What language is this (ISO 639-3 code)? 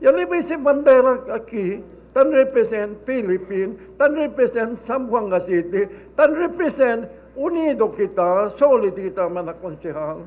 cbk